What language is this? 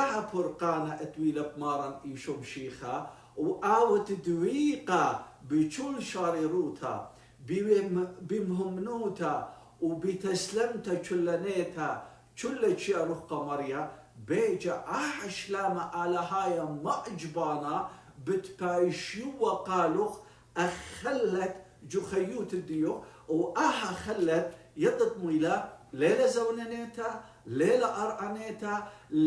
Assyrian Neo-Aramaic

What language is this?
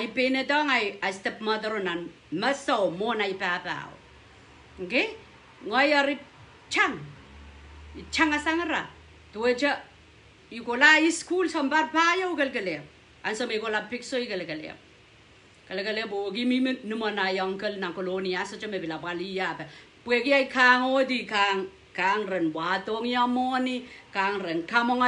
Pohnpeian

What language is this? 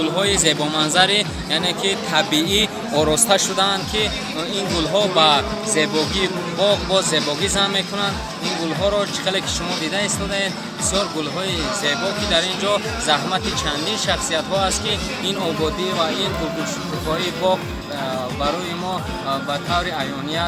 Tajik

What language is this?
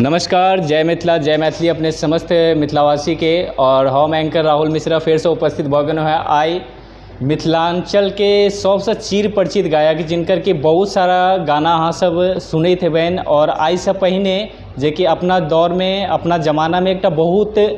Maithili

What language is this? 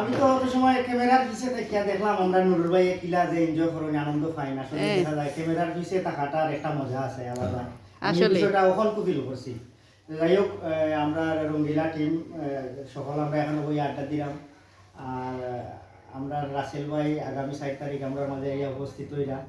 Sylheti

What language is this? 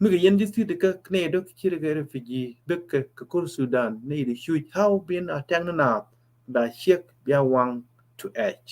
Nuer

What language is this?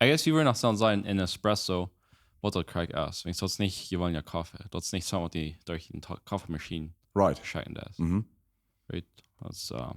Plautdietsch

